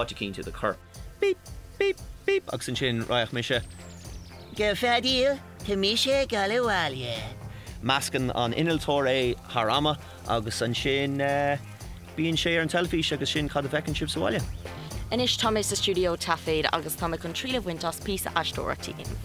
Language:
Irish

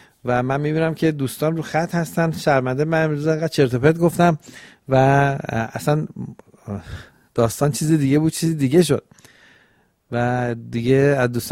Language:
Persian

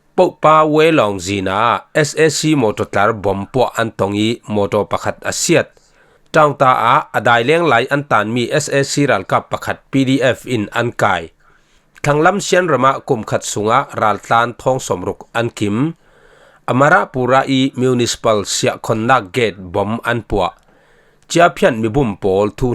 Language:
Falam Chin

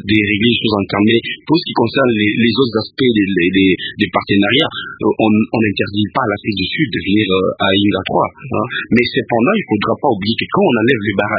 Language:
French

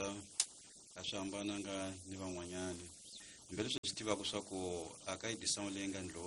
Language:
Tsonga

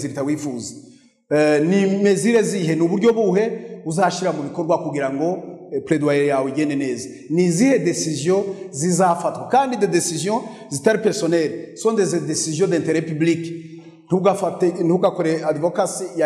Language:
Kinyarwanda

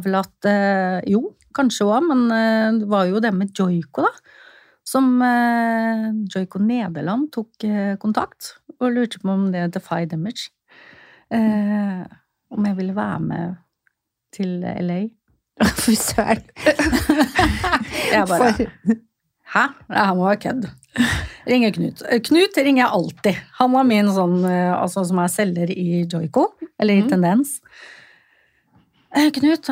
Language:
Norwegian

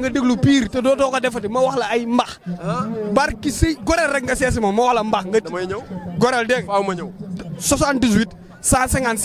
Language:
Wolof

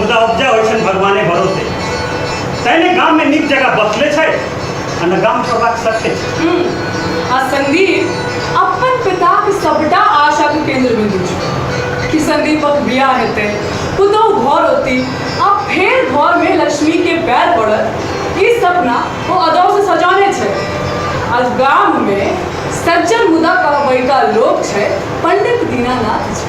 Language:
Maithili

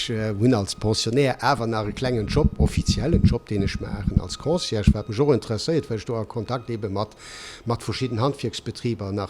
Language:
Luxembourgish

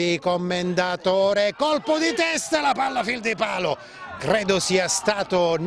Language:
Italian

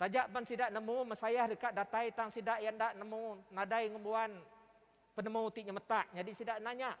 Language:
Iban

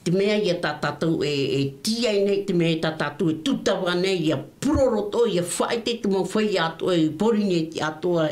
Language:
Tahitian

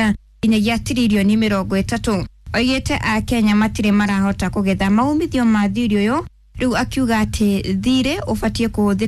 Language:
Kikuyu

